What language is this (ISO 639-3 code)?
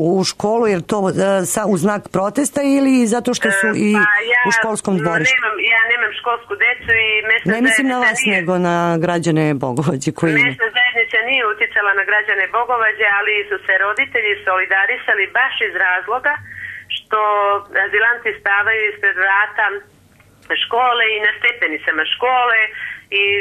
srp